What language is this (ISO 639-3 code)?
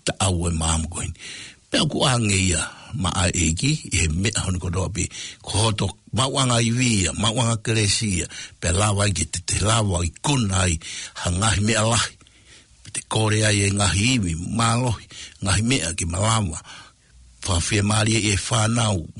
ton